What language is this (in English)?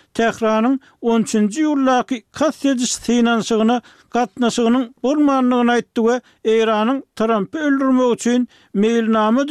Turkmen